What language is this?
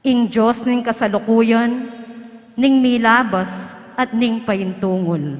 Pampanga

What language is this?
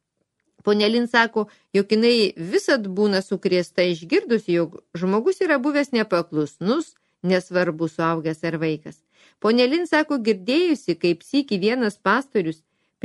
Lithuanian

